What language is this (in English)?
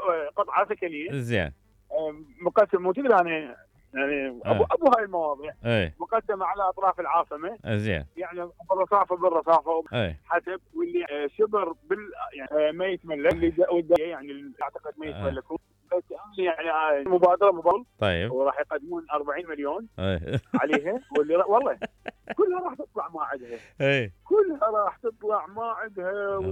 Mesopotamian Arabic